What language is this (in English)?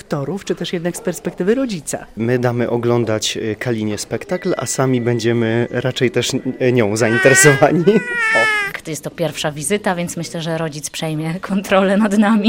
Polish